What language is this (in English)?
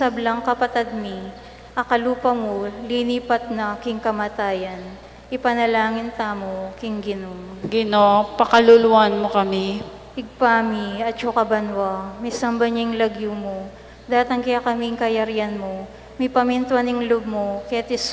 Pampanga